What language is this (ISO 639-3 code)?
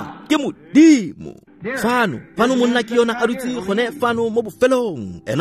tsn